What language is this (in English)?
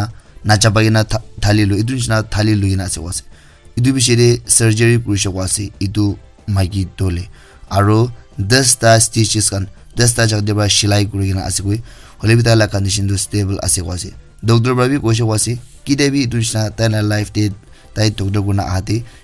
Naga Pidgin